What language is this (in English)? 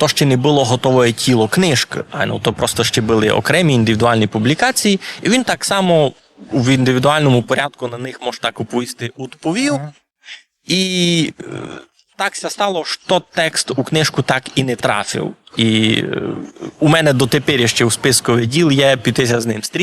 Rusyn